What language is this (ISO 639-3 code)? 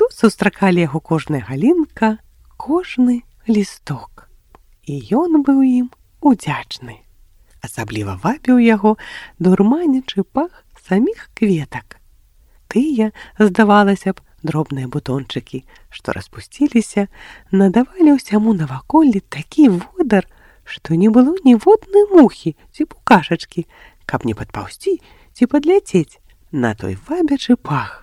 bel